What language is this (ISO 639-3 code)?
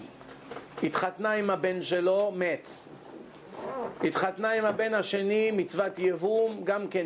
heb